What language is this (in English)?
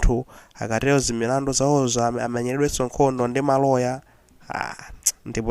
Nyanja